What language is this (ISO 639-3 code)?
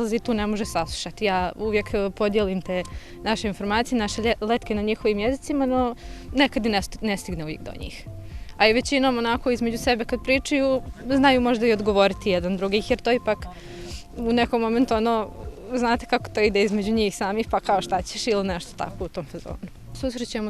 bos